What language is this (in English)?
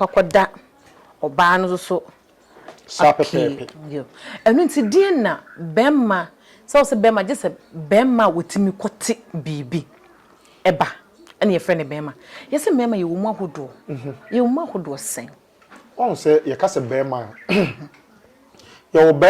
Akan